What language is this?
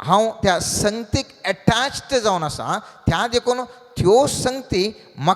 Konkani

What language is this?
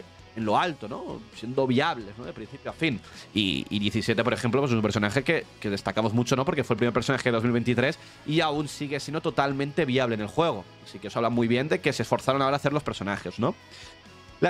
Spanish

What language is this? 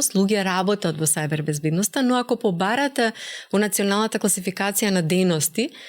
Macedonian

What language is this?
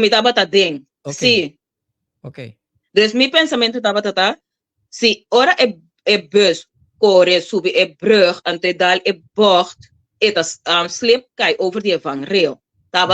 Papiamento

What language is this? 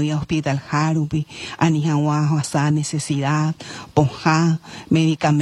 Guarani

